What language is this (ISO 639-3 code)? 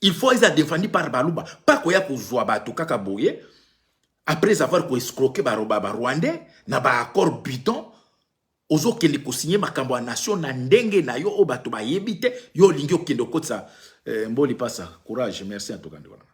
lin